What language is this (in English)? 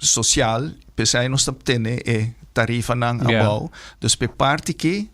Papiamento